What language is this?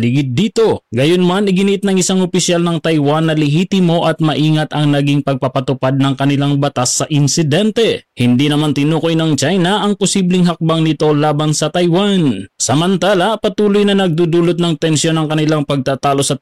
Filipino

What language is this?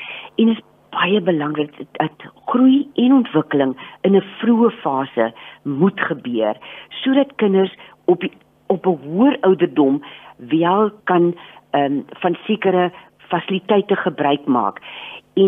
Afrikaans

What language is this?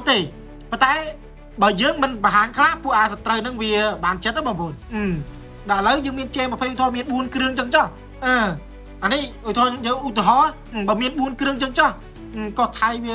Khmer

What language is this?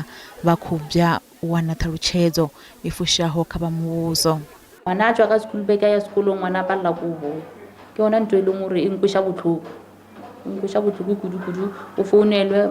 Venda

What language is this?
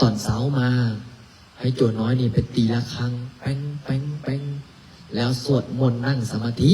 Lao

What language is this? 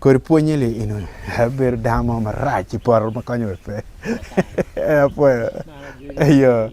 Acoli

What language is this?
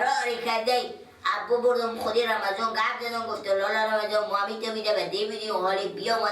Persian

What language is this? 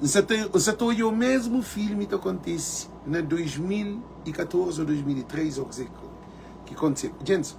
Kabuverdianu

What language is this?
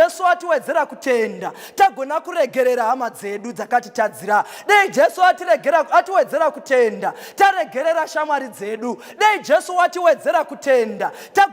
Shona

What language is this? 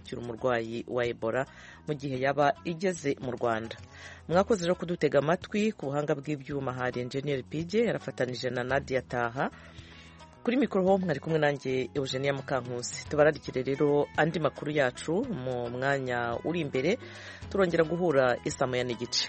Kinyarwanda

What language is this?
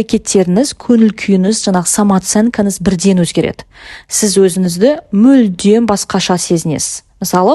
Kazakh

